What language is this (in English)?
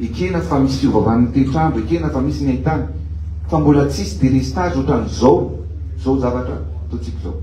Malagasy